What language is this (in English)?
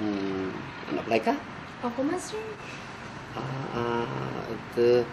Kankanaey